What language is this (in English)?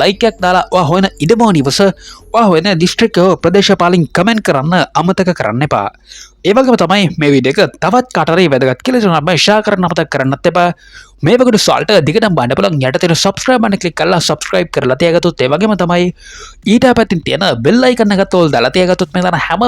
Sinhala